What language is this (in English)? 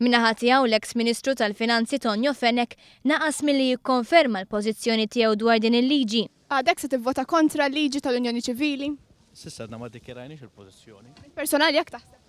Maltese